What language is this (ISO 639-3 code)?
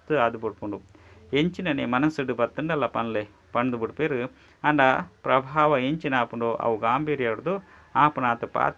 tcy